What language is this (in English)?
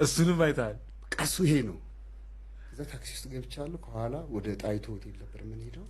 Amharic